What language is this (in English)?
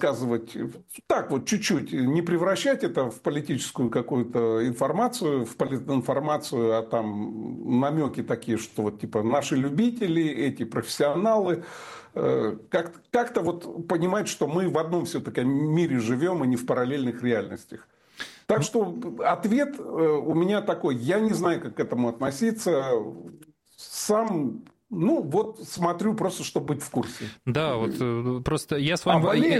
Russian